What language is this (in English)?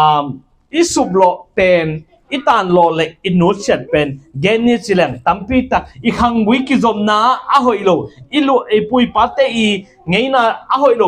Tedim Chin